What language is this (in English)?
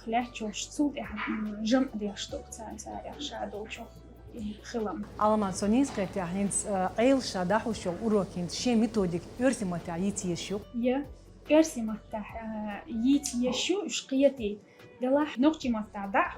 Chechen